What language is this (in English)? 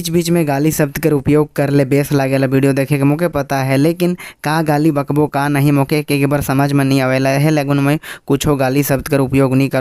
Sadri